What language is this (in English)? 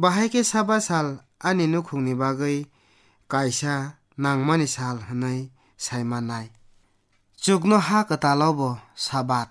Kok Borok